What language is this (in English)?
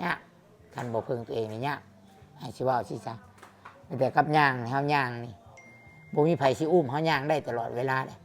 Northeastern Thai